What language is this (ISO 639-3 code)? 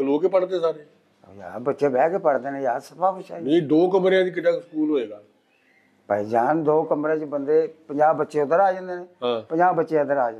pan